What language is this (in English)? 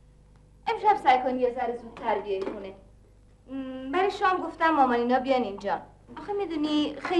Persian